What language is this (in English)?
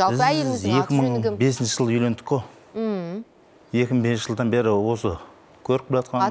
Kazakh